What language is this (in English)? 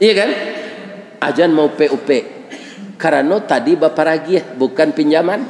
Minangkabau